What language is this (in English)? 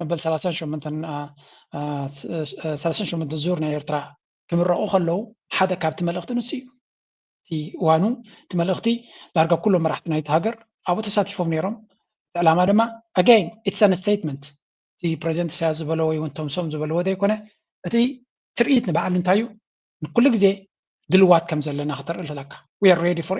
Tigrinya